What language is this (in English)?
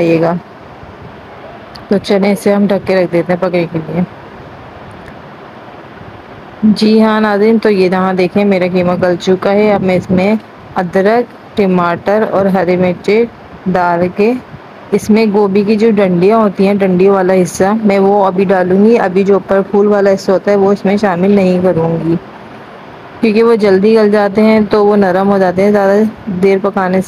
Urdu